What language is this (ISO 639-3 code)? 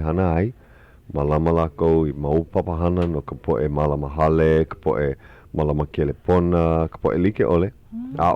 haw